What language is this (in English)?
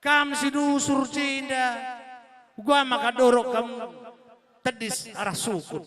Batak Karo